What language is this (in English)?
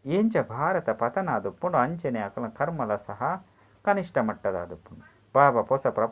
Tulu